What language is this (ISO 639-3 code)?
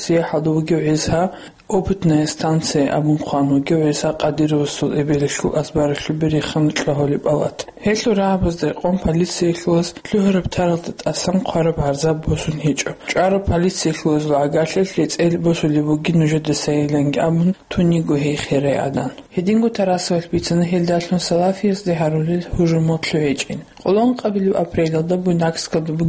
ava